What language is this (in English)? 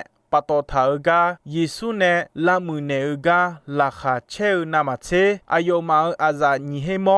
Akha